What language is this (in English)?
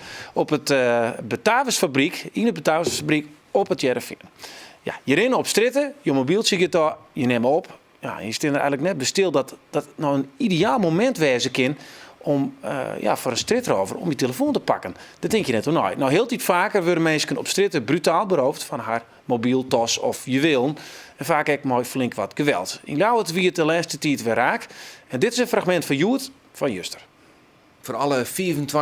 Western Frisian